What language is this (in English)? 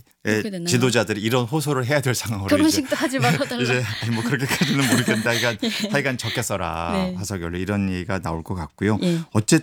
Korean